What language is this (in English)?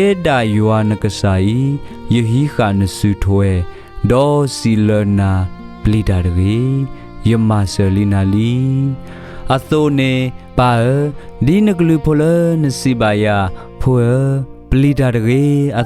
S'gaw Karen